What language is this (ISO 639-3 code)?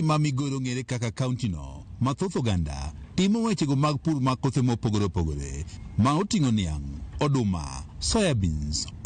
luo